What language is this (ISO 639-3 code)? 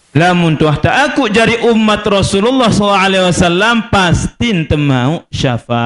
sas